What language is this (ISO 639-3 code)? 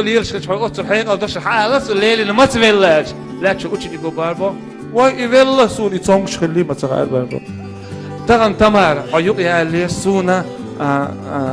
che